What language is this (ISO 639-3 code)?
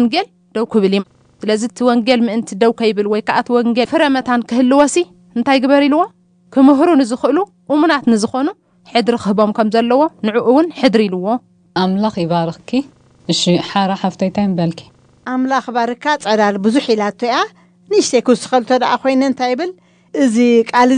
tir